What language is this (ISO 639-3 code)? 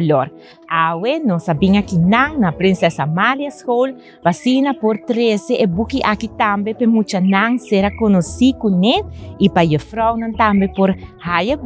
pap